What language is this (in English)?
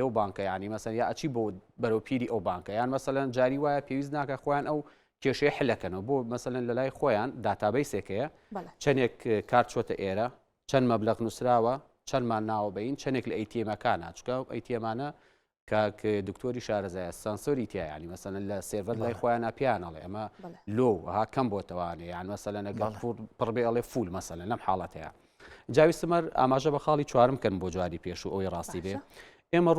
Central Kurdish